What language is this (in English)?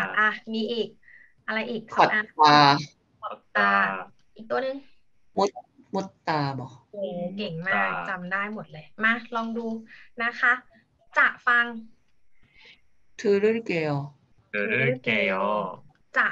Thai